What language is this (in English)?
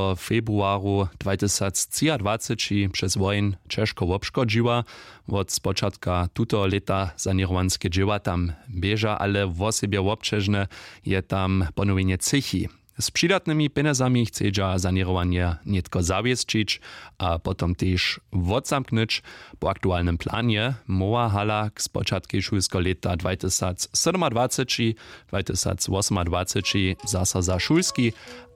Upper Sorbian